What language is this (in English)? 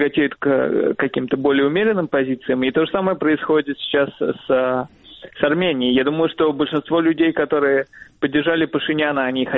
Russian